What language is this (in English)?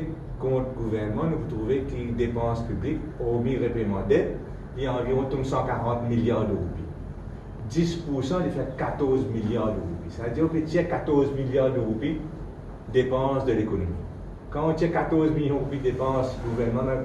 Morisyen